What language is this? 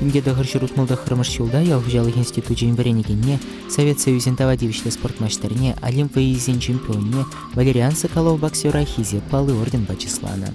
Chuvash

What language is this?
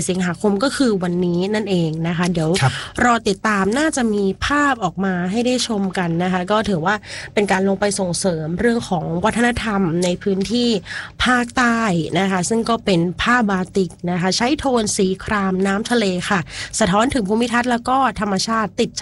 Thai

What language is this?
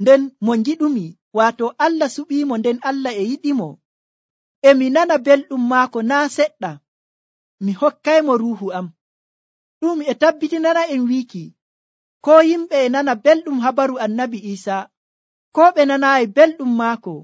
Nigerian Fulfulde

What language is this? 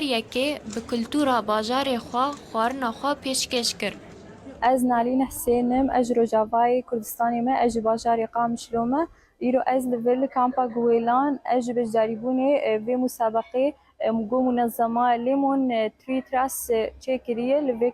Kurdish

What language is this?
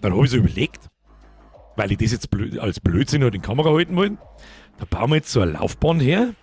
Bavarian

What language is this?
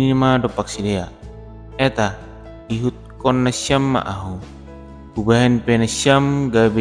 Batak Simalungun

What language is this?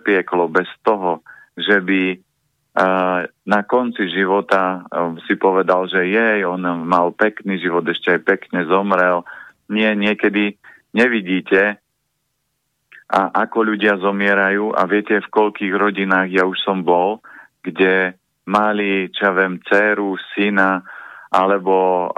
Slovak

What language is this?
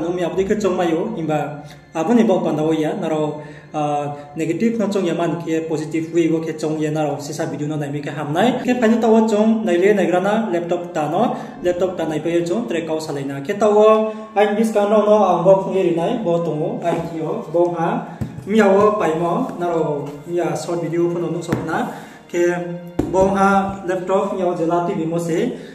Riang (India)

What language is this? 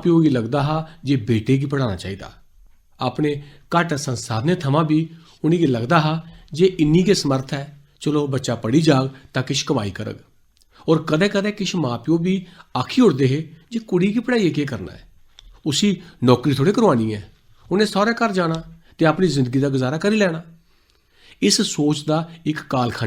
Dogri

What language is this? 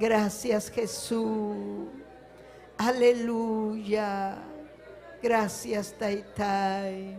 Ayacucho Quechua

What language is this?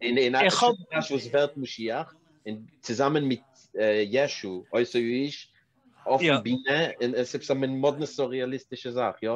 Yiddish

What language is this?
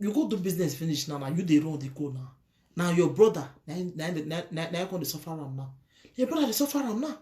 Nigerian Pidgin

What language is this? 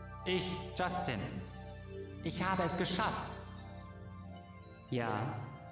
German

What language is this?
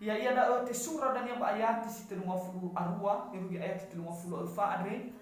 Nias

